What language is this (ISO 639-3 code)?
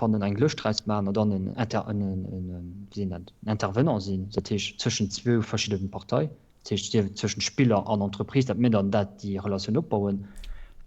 ltz